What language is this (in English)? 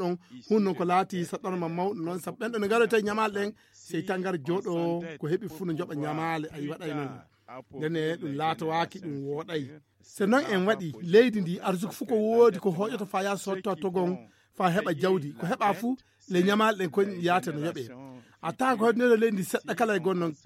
Fula